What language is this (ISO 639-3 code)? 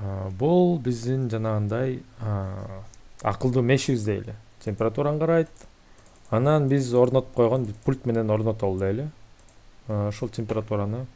kir